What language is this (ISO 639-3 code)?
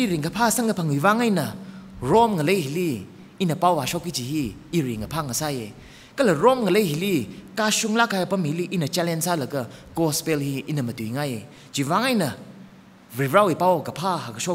nmf